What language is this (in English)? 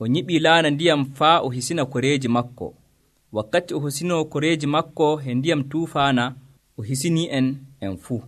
Nigerian Fulfulde